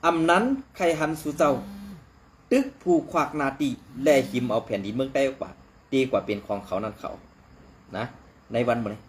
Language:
Shan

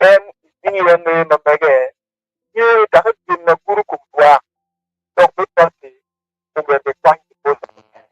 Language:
Acoli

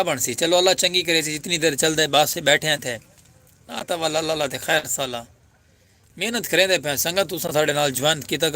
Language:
Saraiki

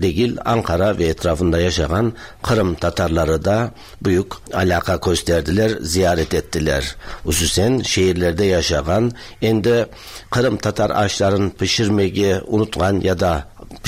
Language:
Tatar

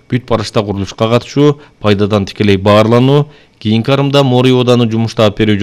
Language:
Kyrgyz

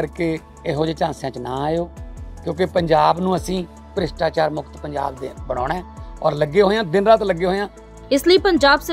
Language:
Punjabi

